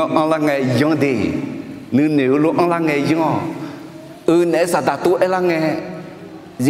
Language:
Akha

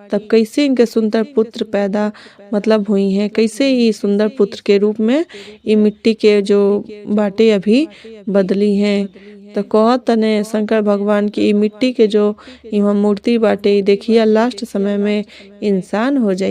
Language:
Bhojpuri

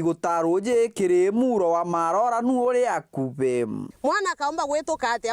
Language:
Meru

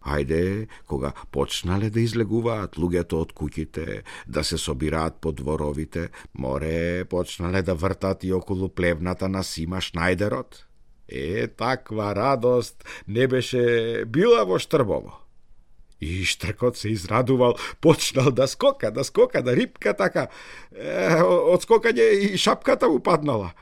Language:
Macedonian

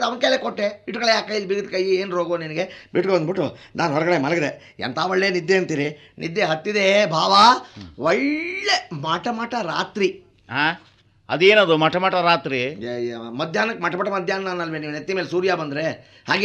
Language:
Kannada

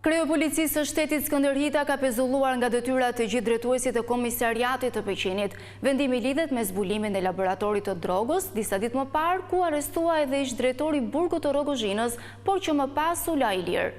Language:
Albanian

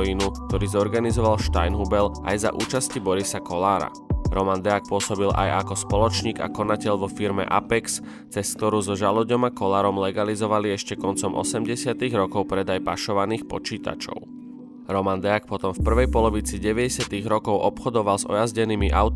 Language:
Slovak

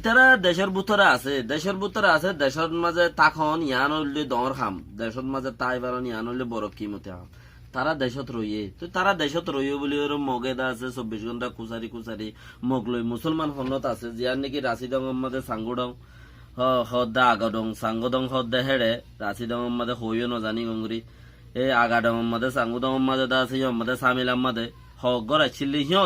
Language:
Rohingya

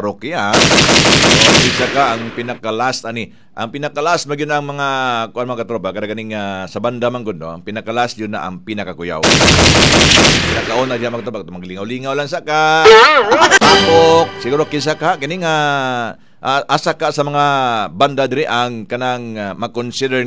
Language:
Cebuano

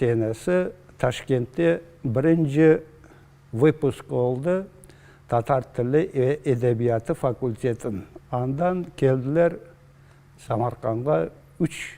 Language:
Crimean Tatar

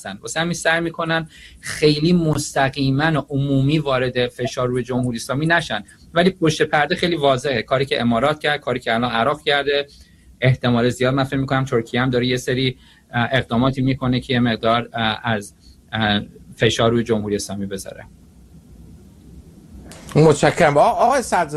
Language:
Persian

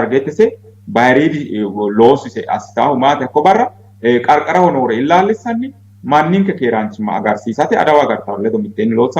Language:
Sidamo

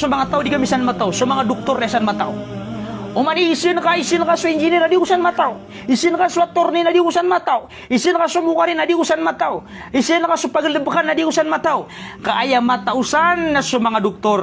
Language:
Maranao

